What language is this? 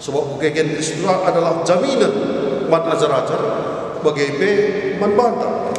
Batak Karo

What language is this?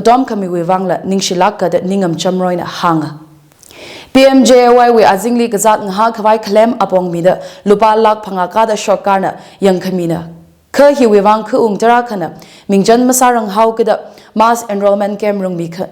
Tangkhul Naga (India)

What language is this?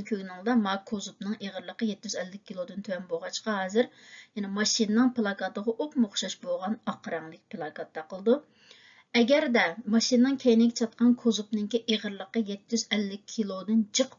Uyghur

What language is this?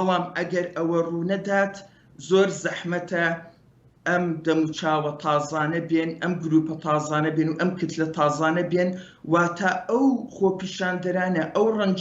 Central Kurdish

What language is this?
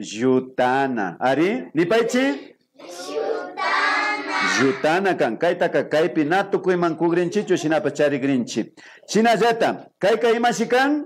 Imbabura Highland Quichua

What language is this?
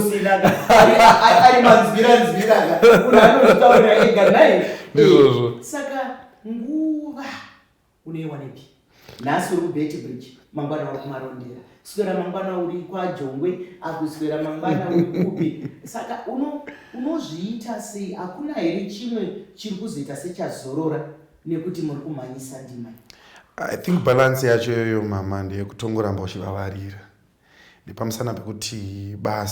Shona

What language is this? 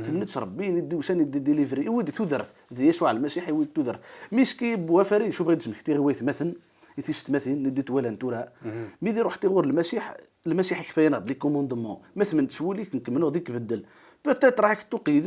Kabyle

